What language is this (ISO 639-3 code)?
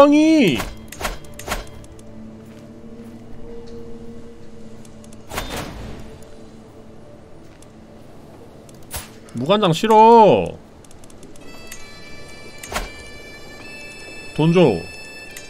kor